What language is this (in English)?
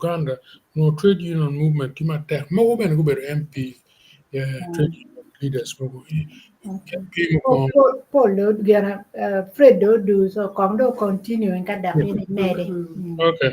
Acoli